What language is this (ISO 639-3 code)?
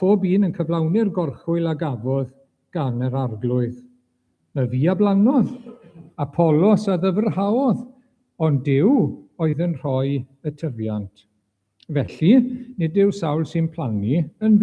cym